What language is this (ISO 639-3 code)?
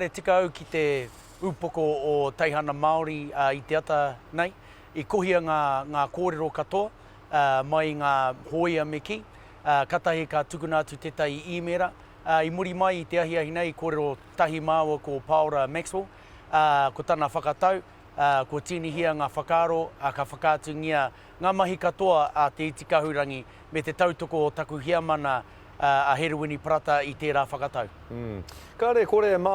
mri